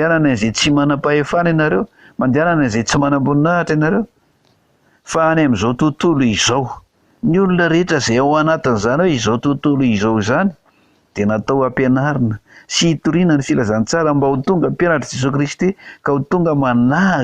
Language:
Malagasy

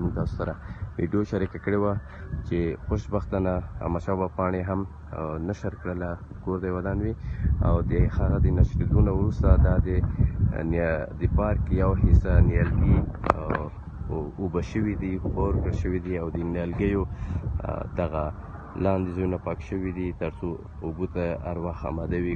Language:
Pashto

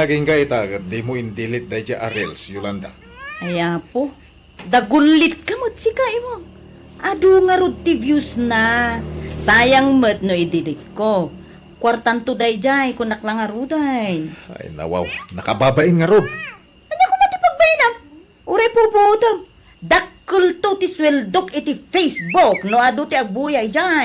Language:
Iloko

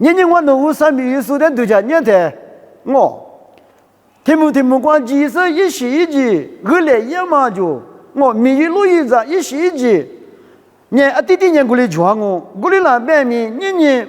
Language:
Lisu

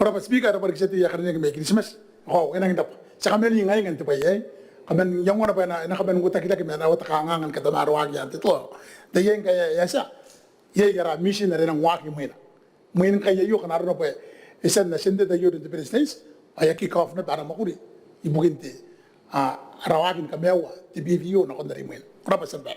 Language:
Gilbertese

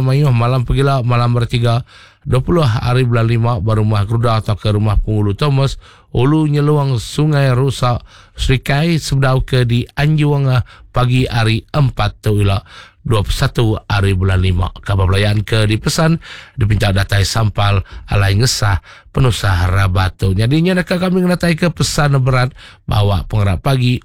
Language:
Iban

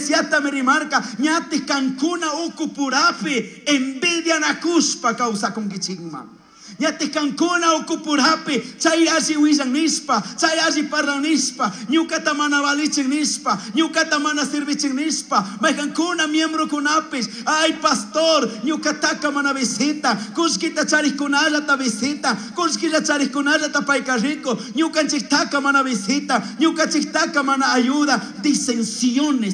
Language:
Chimborazo Highland Quichua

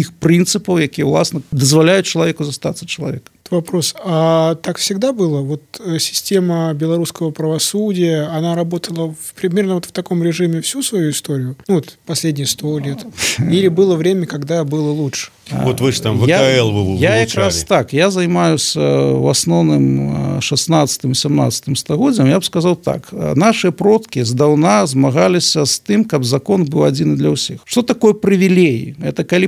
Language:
Belarusian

